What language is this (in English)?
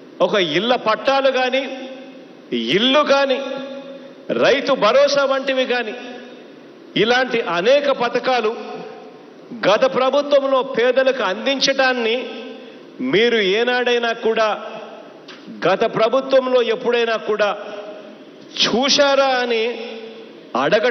Telugu